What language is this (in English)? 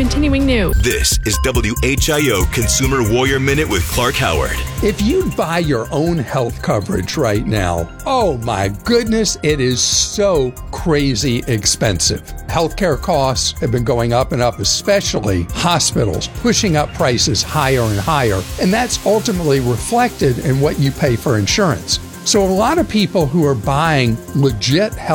English